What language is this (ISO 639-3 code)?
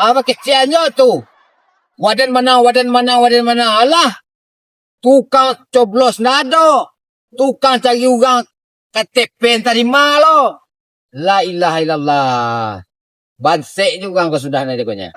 min